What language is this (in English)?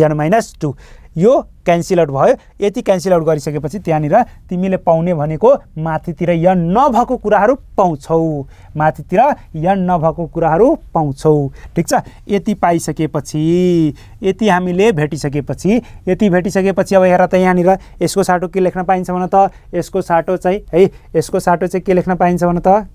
Nepali